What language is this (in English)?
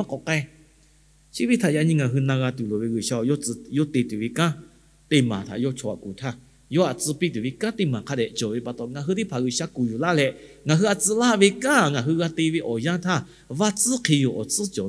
Lahu